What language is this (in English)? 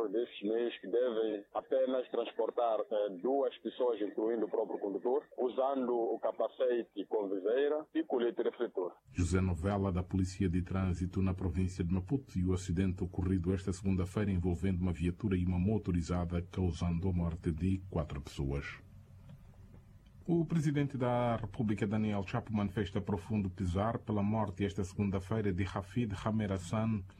Portuguese